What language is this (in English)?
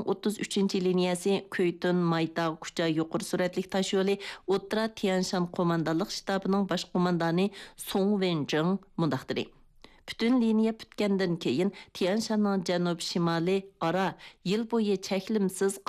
Uyghur